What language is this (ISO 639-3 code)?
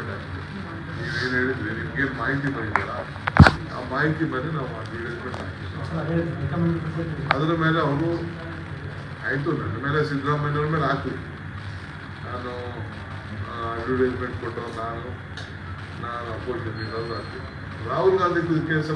kan